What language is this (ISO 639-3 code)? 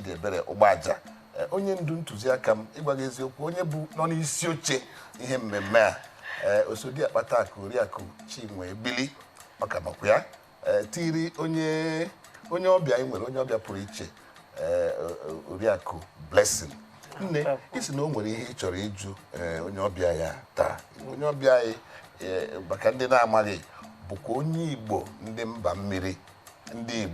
ibo